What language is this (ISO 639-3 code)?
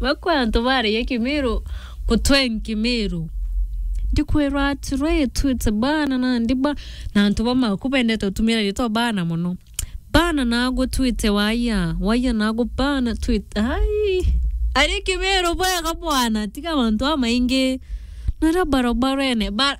mer